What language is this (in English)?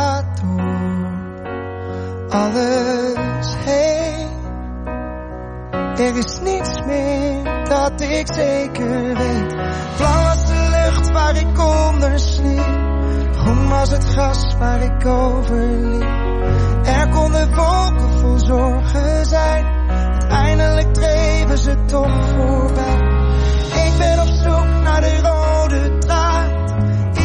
Dutch